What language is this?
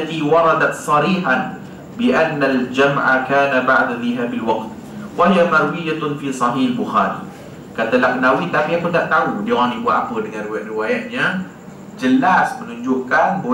Malay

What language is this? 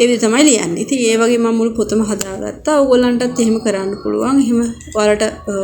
Sinhala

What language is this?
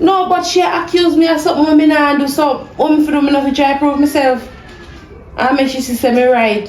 Jamaican Creole English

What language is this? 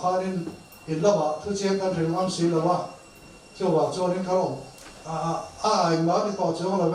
Mizo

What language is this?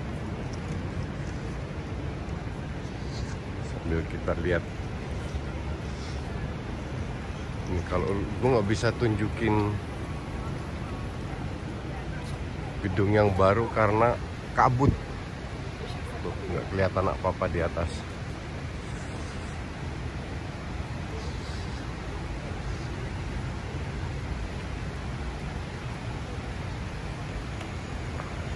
Indonesian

